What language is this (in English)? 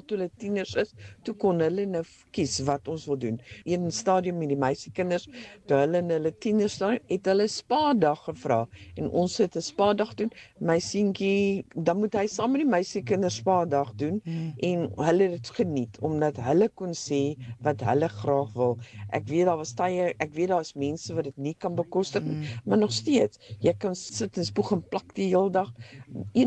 Afrikaans